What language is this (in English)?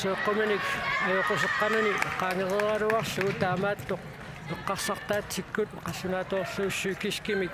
Kalaallisut